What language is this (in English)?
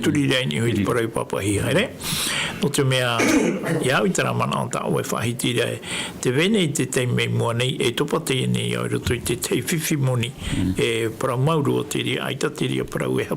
Tahitian